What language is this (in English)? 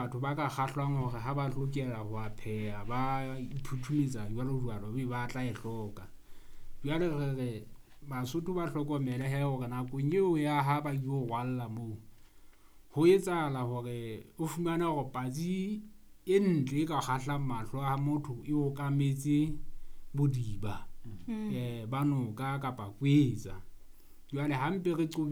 Southern Sotho